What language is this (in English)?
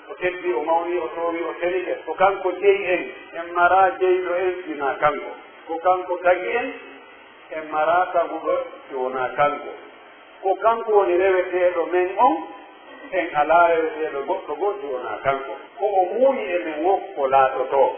Pular